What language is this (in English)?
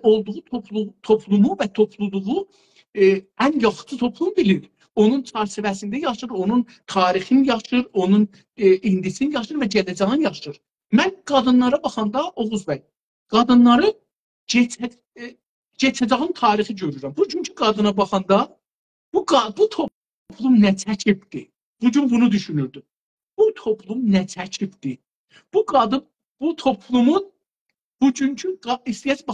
South Azerbaijani